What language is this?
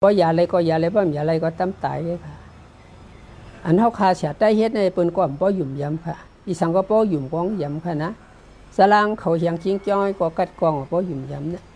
Shan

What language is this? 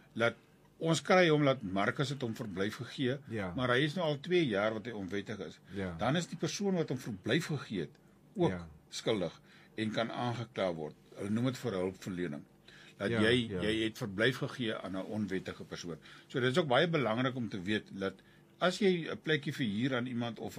Afrikaans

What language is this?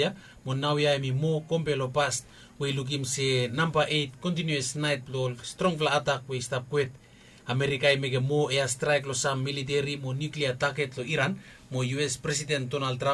Bislama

